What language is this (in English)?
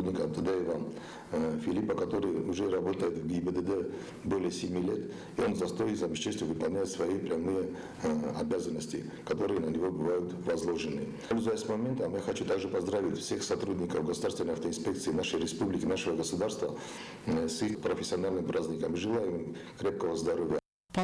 Ossetic